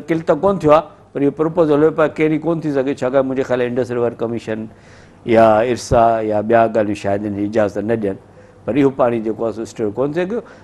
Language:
Sindhi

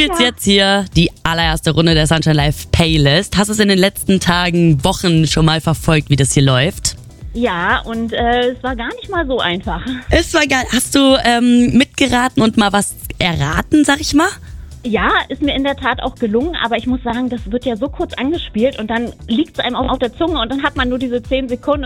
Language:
German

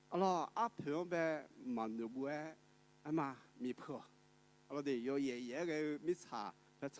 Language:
Akha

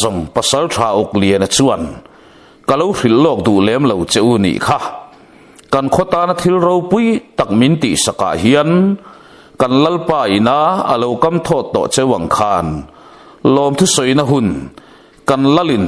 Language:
Mizo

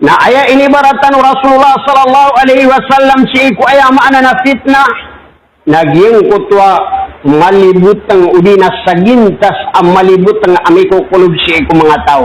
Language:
Maranao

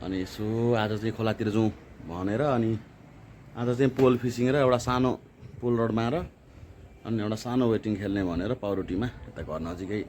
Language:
Nepali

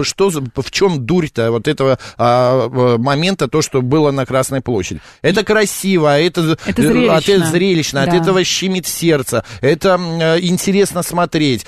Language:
Russian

